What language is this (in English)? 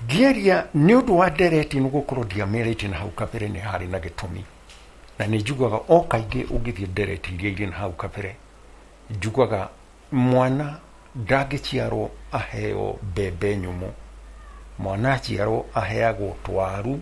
Kikuyu